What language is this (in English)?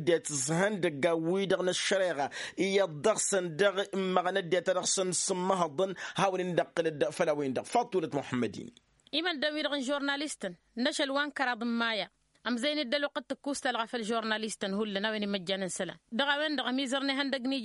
Tamasheq